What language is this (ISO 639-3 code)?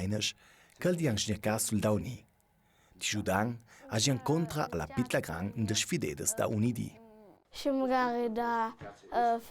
lld